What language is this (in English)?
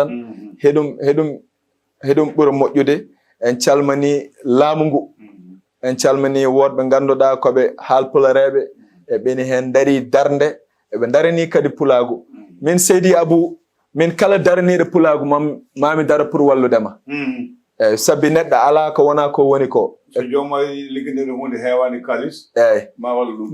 Fula